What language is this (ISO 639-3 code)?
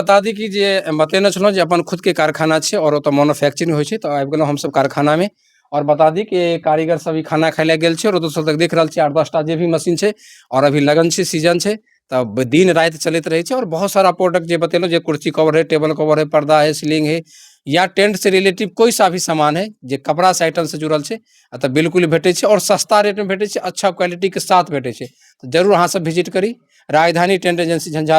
mai